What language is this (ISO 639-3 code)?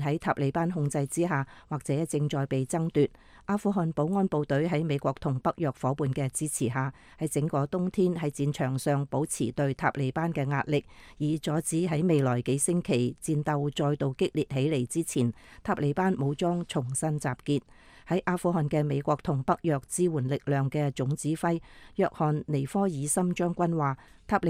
yue